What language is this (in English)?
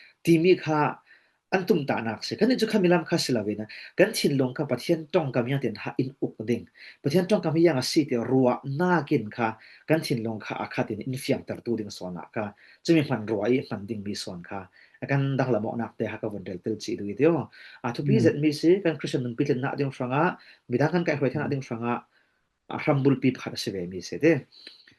Falam Chin